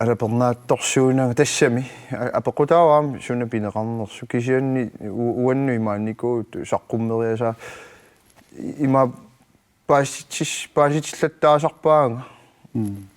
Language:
Kalaallisut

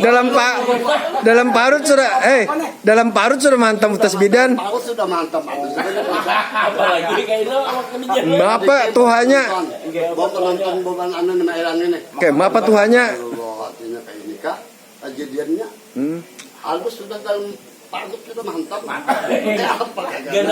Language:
Banjar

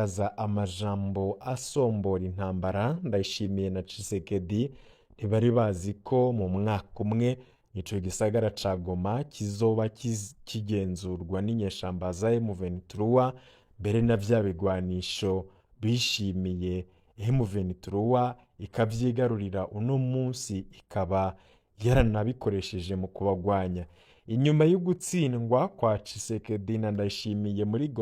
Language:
Rundi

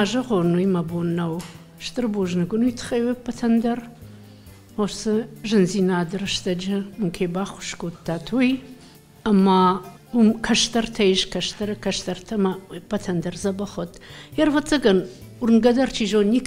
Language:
Ossetic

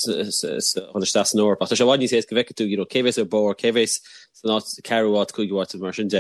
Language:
Irish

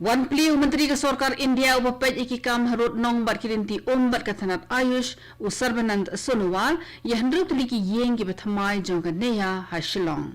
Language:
Khasi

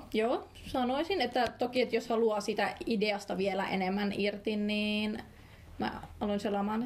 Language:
Finnish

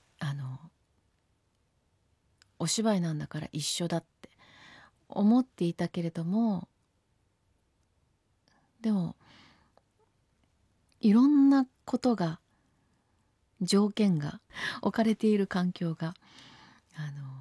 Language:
Japanese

